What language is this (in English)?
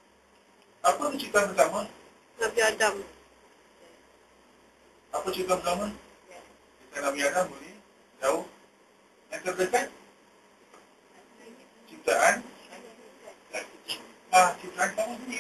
Malay